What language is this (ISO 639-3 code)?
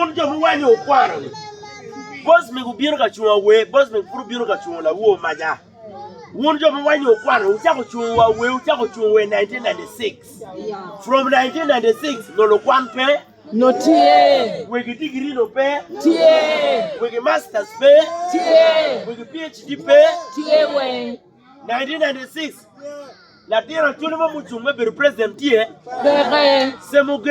ach